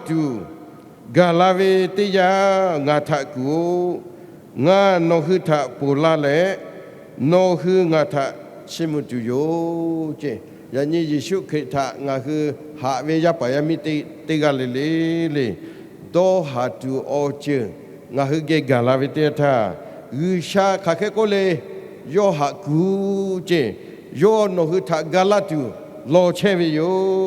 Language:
Lahu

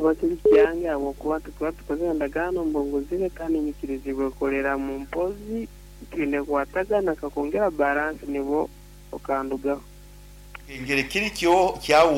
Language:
Nyankole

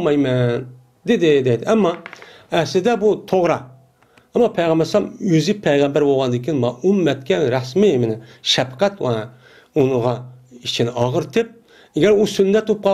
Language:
Uyghur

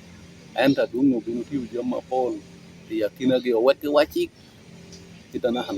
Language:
Lango (Uganda)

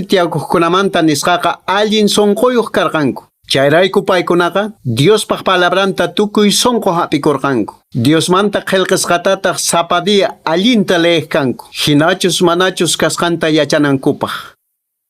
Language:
Quechua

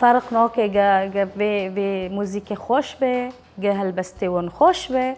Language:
Kurdish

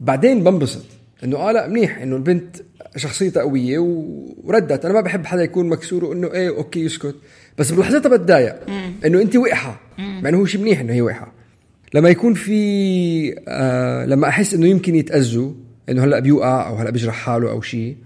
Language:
North Levantine Arabic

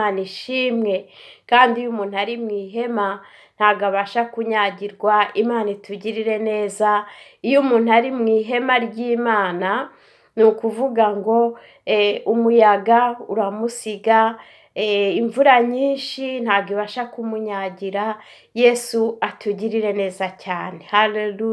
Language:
Kinyarwanda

